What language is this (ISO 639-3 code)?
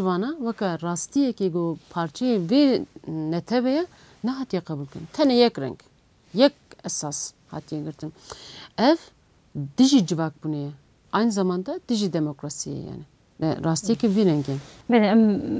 kur